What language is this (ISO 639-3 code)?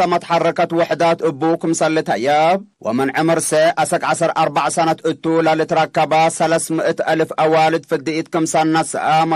tig